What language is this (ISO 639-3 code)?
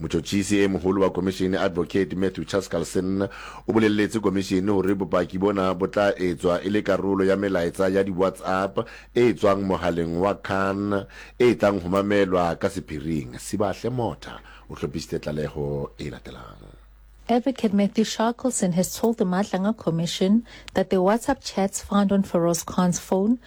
sot